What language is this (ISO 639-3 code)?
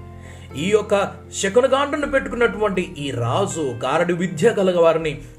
tel